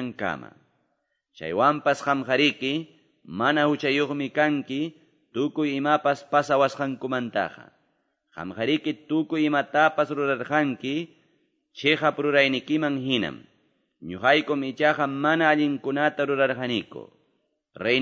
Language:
Ayacucho Quechua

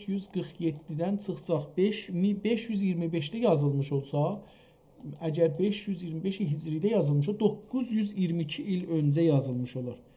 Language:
South Azerbaijani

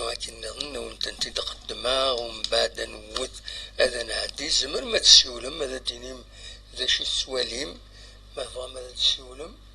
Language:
Kabyle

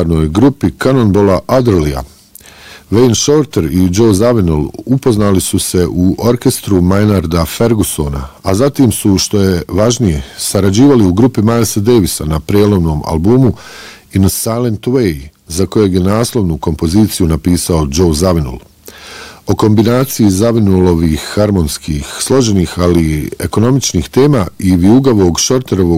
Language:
Bosnian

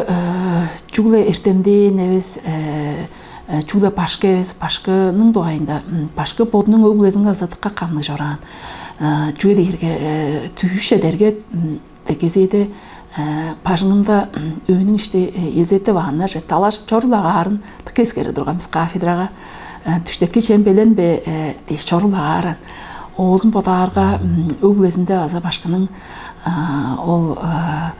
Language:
Tuvinian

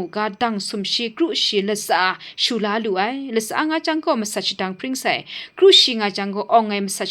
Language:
Kachin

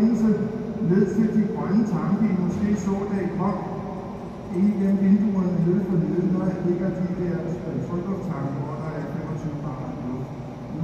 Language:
Danish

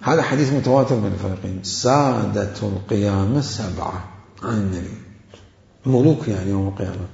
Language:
Mesopotamian Arabic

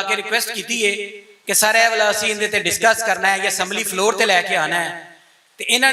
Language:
Western Panjabi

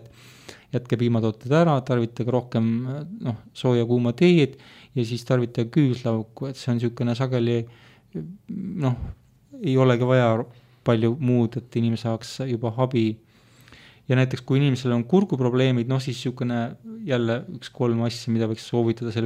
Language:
Estonian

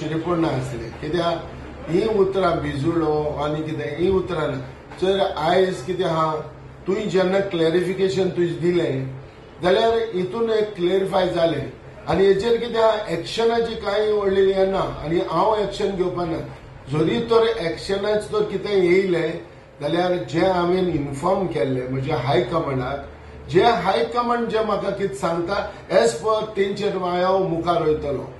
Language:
Konkani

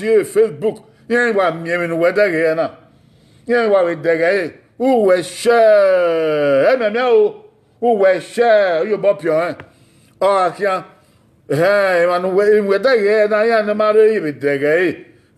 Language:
Bini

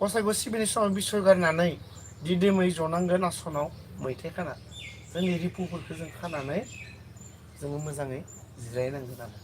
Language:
Bodo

